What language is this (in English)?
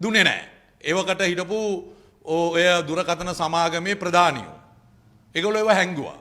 Sinhala